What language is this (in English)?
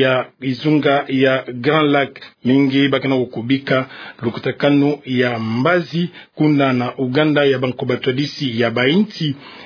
Kituba (Democratic Republic of Congo)